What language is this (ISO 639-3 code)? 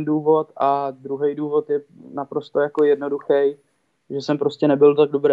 ces